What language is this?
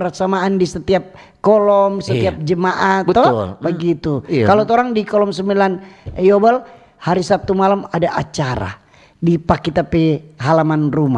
Manado Malay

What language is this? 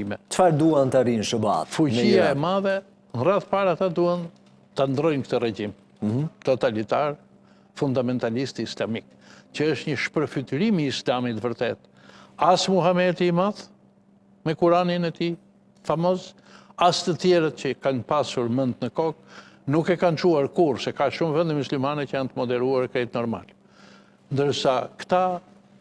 Albanian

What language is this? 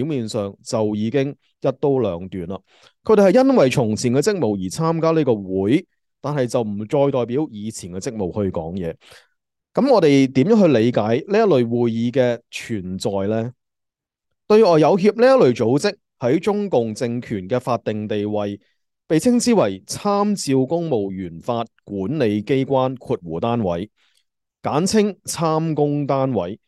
Cantonese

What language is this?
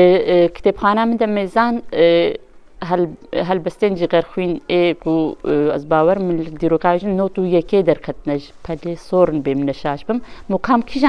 Kurdish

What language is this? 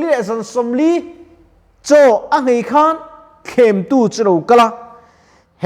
Mizo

